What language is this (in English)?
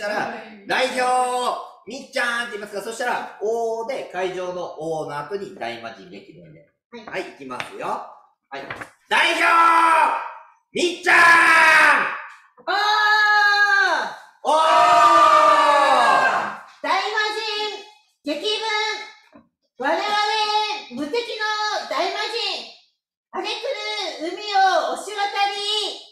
Japanese